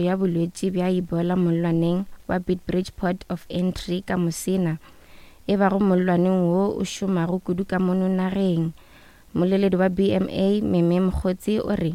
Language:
Northern Sotho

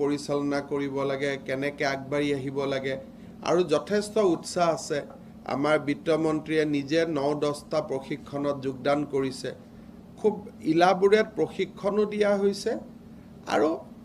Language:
Assamese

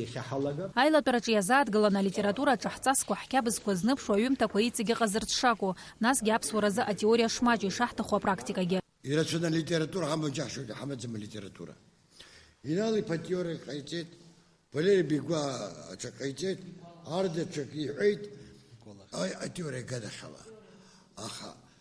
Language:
Abkhazian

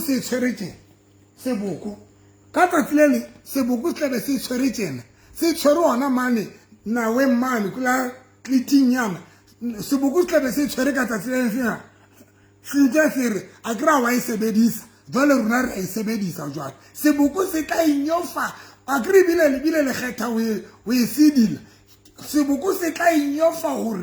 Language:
Southern Sotho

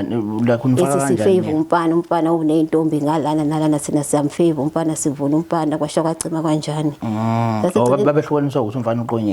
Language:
Zulu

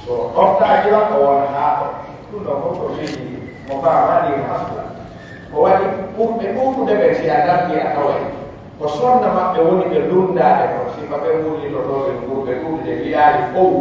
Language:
Pular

